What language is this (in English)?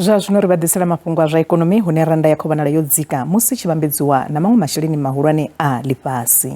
Venda